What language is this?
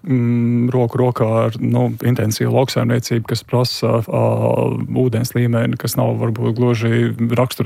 Latvian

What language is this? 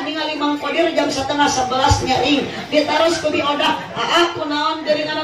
Sundanese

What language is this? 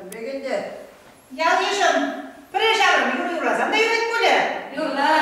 Chuvash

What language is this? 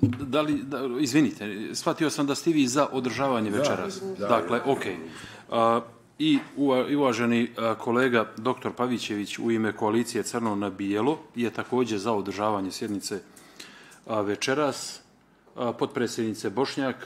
Bosnian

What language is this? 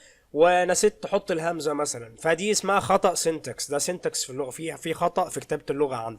Egyptian Arabic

